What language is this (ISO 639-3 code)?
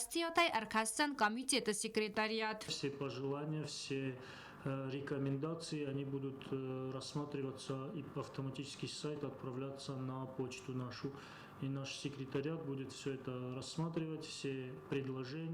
oss